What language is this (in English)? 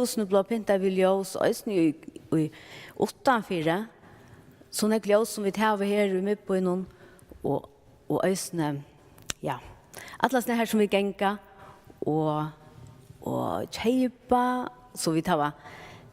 Faroese